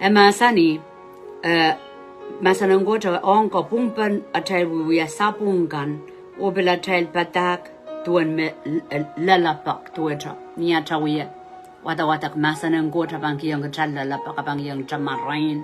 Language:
Pohnpeian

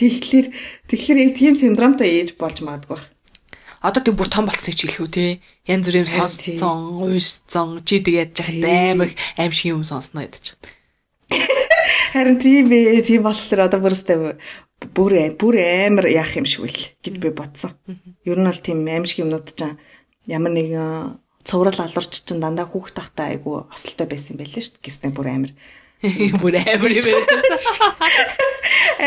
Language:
Mongolian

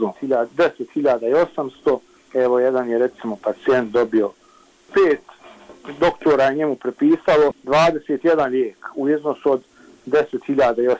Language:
Bosnian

